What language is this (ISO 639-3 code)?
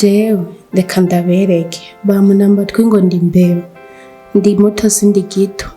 run